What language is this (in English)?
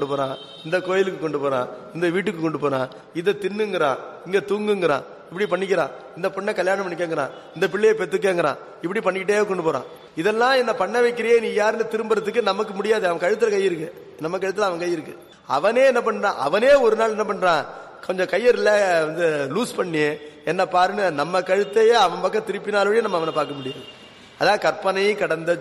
Tamil